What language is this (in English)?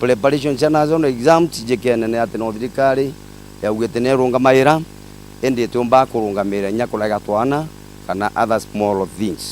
Meru